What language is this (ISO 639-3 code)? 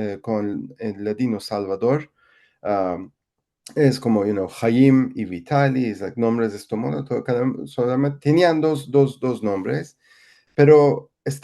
lad